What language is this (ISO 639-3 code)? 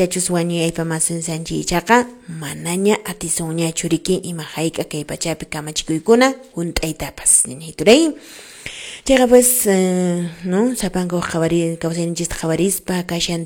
que